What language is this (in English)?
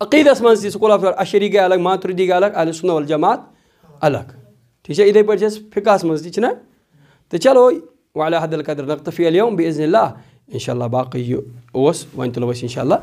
Kashmiri